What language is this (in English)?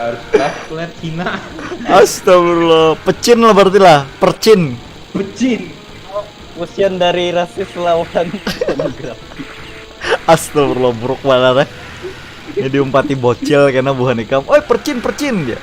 Banjar